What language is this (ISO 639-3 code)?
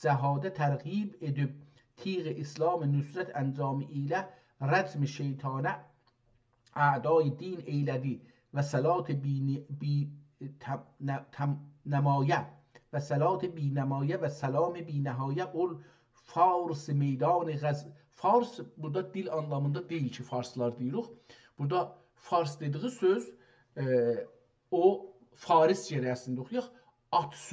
azb